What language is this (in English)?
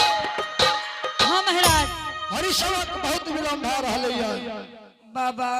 Angika